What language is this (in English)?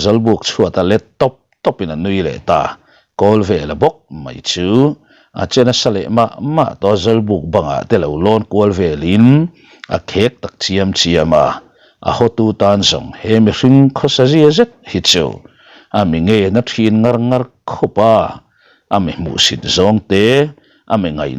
Mizo